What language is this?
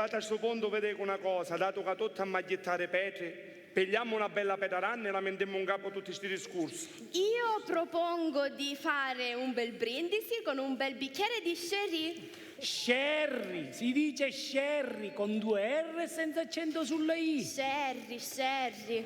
Sicilian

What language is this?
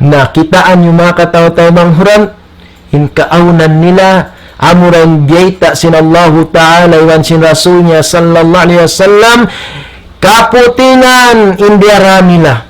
Tausug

